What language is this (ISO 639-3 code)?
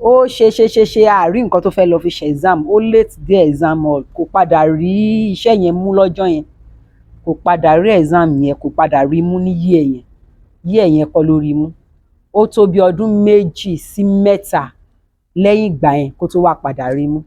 yor